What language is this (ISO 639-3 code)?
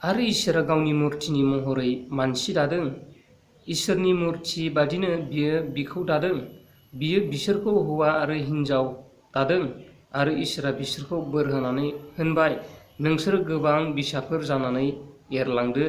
brx